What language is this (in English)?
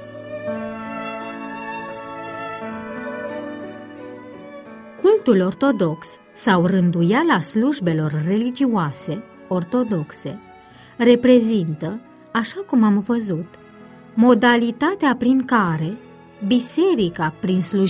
Romanian